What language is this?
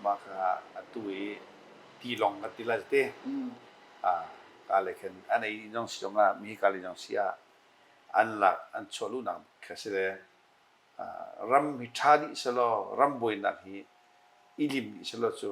Hakha Chin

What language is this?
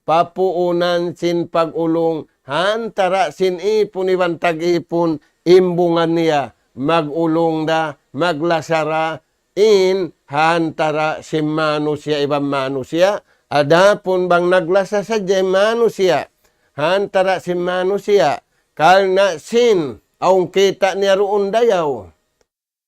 Tausug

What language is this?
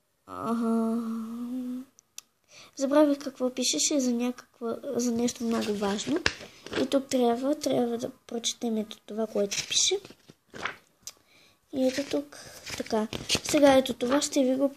Bulgarian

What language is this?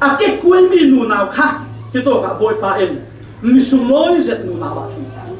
Falam Chin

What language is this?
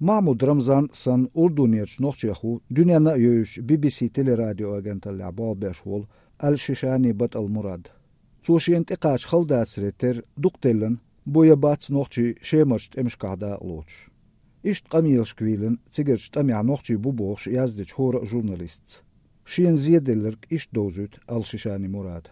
Chechen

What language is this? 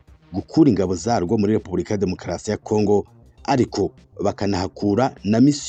Kinyarwanda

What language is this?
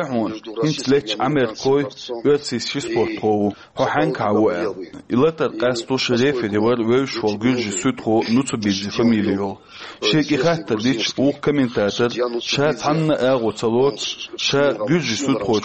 Chechen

